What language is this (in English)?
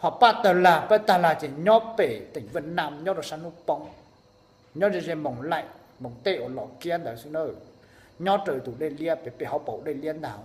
Hmong